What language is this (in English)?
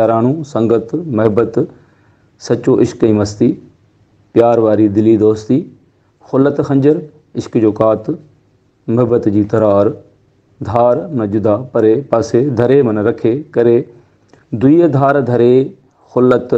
Sindhi